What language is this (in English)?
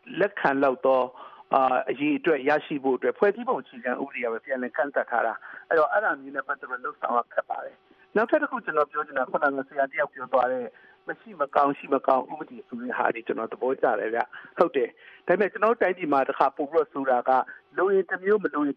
Burmese